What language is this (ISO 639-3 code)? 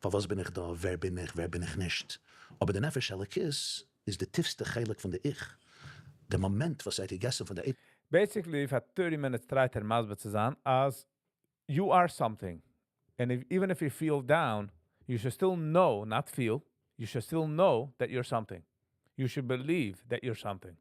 yid